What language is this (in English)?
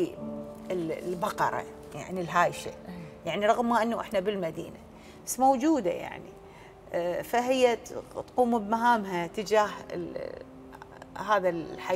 Mesopotamian Arabic